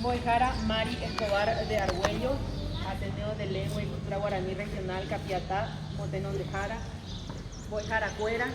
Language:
Guarani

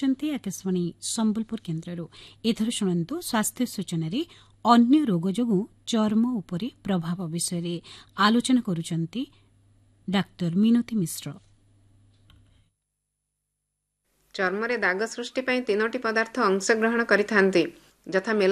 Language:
Odia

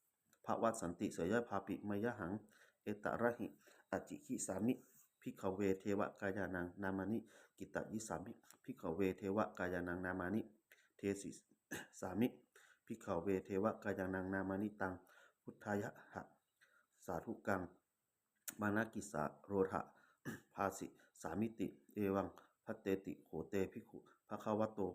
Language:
Pali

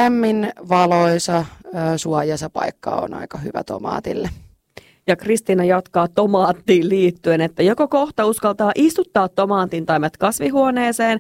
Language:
Finnish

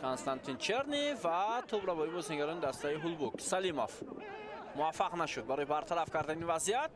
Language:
Tajik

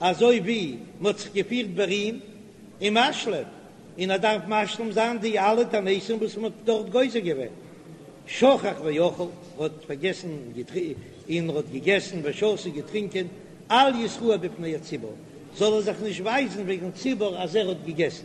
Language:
Yiddish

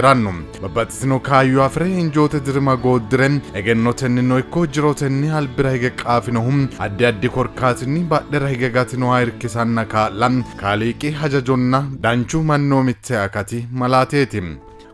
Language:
Sidamo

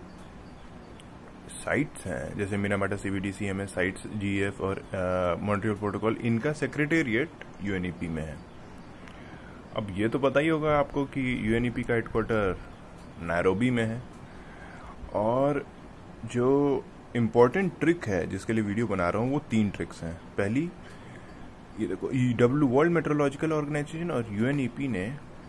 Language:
Hindi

